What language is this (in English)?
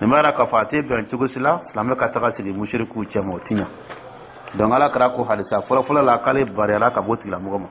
Dyula